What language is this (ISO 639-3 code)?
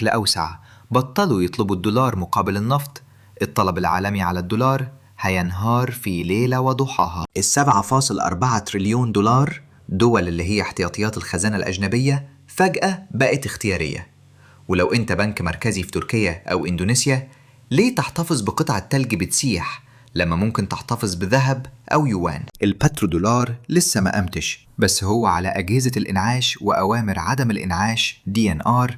arz